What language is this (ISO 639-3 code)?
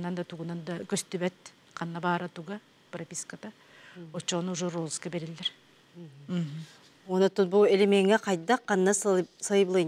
sah